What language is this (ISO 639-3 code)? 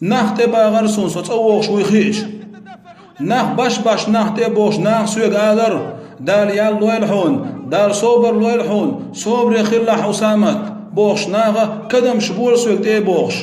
che